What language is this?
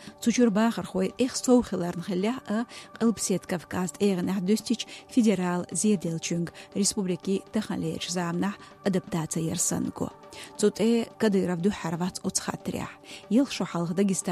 Chechen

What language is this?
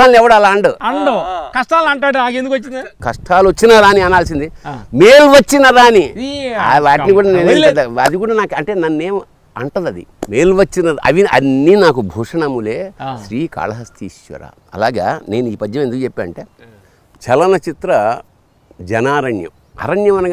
Telugu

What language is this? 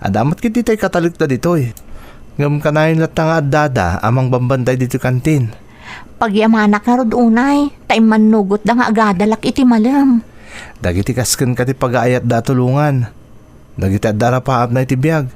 Iloko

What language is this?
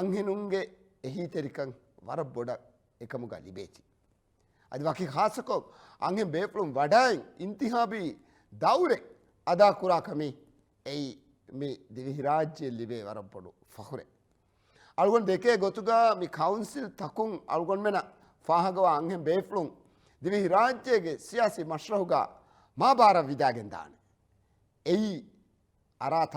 Divehi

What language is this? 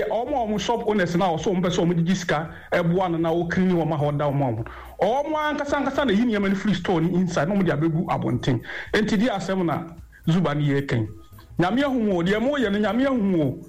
Akan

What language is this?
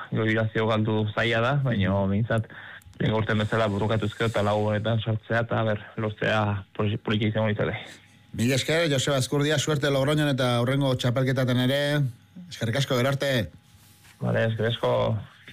Basque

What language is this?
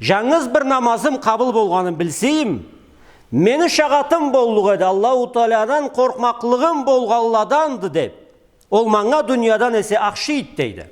Karachay-Balkar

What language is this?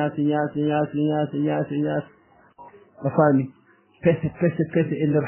Fula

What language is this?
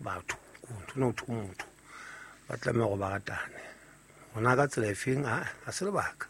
Southern Sotho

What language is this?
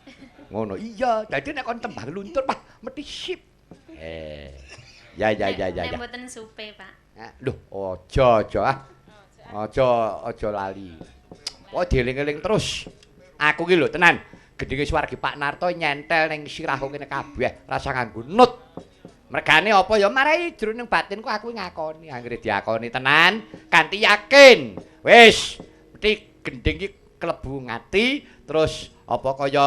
Javanese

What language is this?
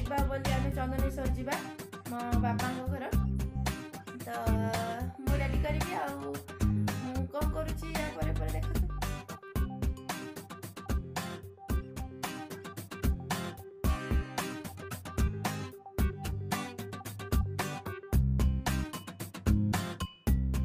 Odia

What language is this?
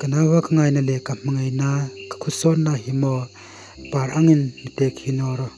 Hmar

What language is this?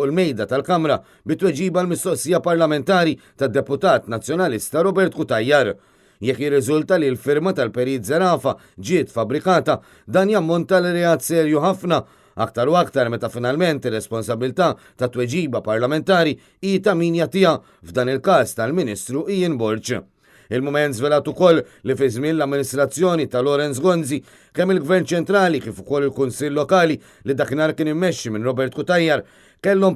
Maltese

